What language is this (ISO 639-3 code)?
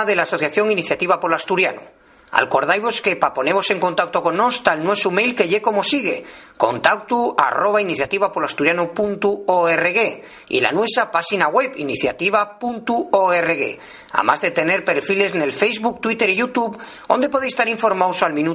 ast